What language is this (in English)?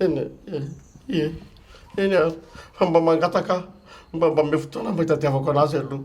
Malagasy